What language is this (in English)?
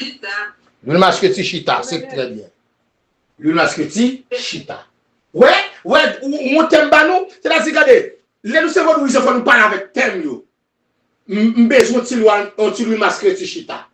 Haitian Creole